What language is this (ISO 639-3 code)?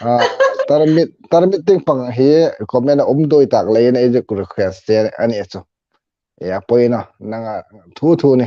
hmr